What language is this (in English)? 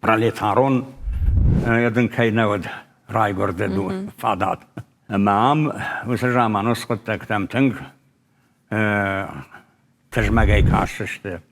Ossetic